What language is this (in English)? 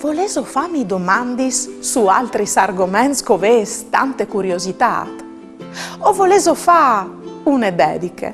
Friulian